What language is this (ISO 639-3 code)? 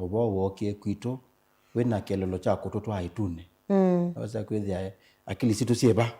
kam